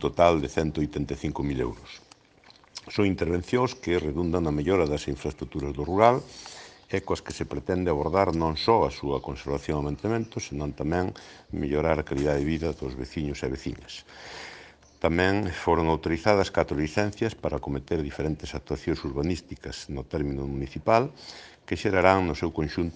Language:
Galician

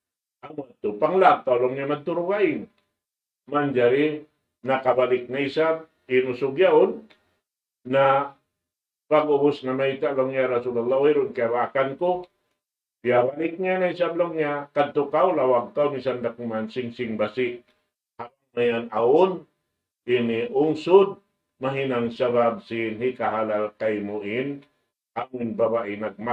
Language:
Tausug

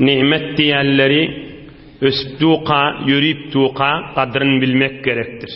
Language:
Turkmen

